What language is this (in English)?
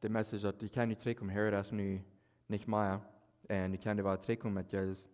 Plautdietsch